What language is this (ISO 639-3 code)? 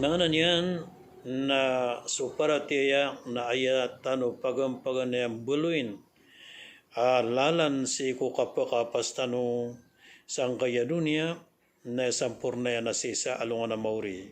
mrw